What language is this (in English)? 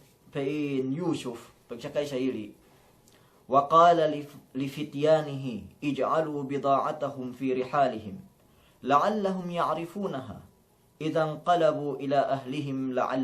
Yakan